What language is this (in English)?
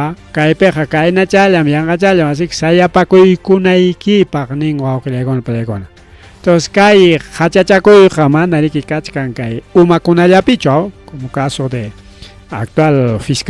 Ayacucho Quechua